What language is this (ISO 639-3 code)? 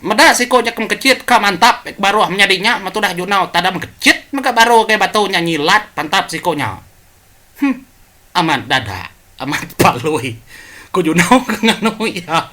iba